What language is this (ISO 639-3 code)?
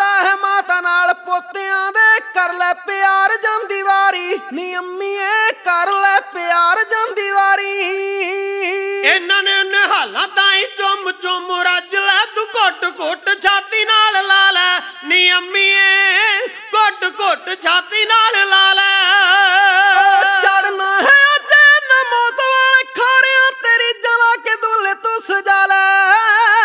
pan